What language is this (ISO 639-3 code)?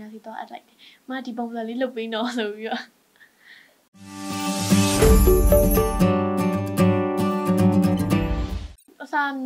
mya